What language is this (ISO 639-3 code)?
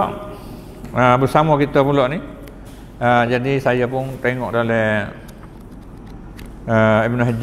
msa